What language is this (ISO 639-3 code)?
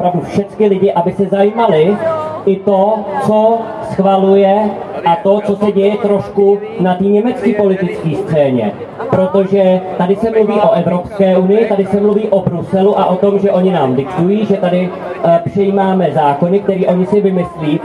ces